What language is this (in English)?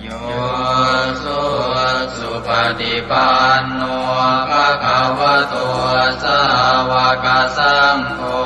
Pali